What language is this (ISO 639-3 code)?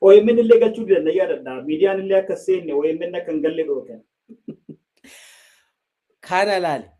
orm